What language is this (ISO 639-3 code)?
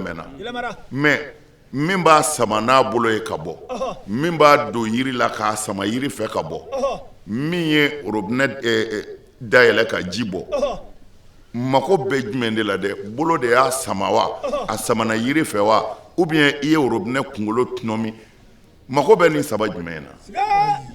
bam